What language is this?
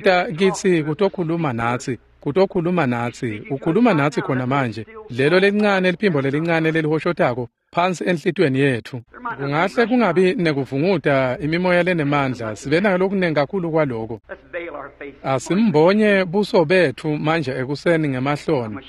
Swati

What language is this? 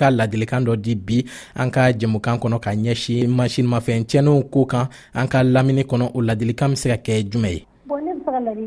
Bambara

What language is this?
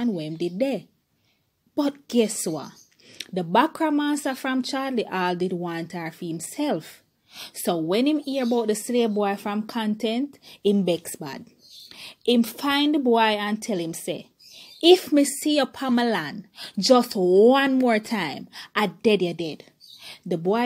Jamaican Creole English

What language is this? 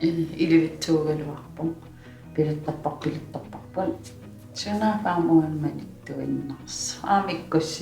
Kalaallisut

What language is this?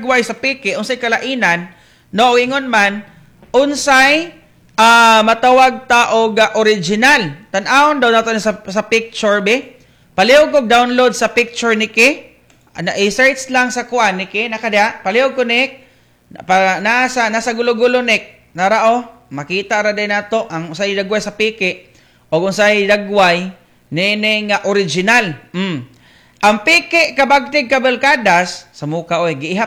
Cebuano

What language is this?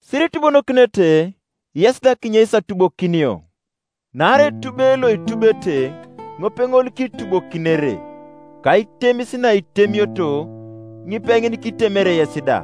Teso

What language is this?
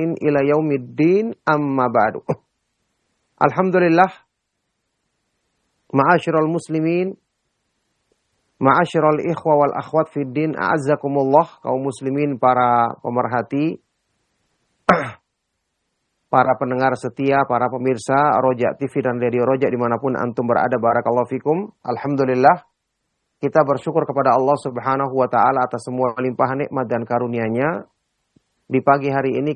Indonesian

